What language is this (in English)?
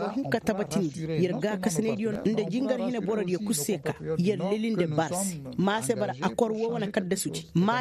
Koyraboro Senni